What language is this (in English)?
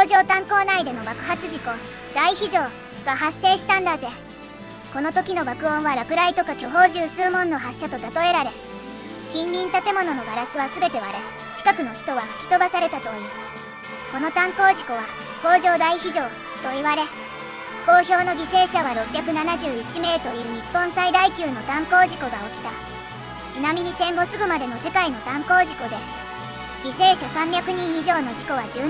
Japanese